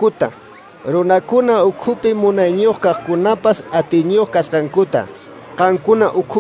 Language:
Quechua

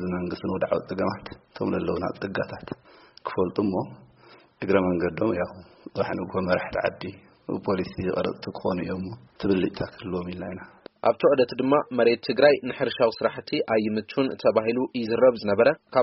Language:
Tigrinya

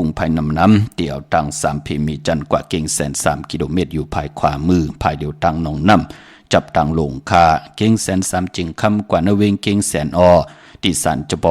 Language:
Shan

